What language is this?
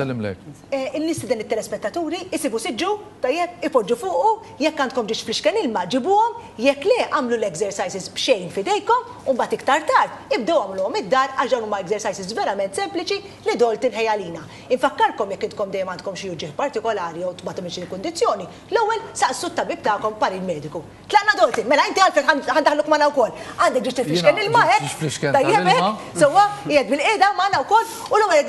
Maltese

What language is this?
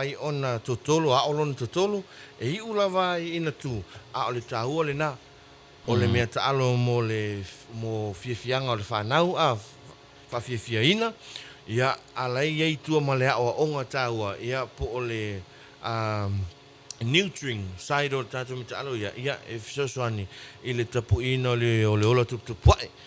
Samoan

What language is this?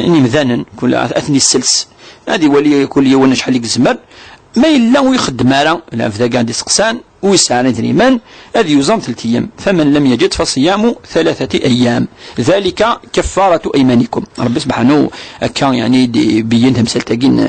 Kabyle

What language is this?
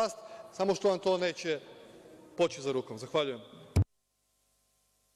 Serbian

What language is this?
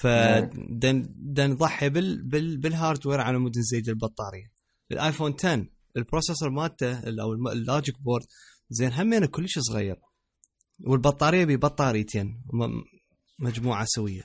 Mesopotamian Arabic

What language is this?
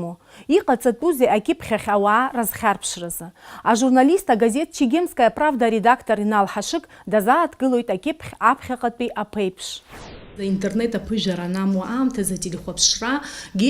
Abkhazian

